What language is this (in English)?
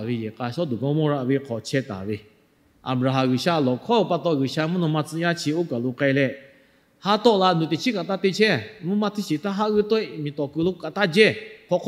Lahu